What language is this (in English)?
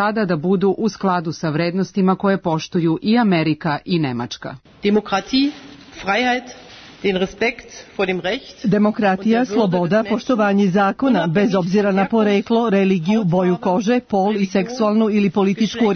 Serbian